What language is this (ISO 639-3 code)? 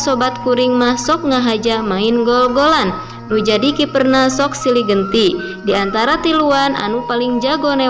sun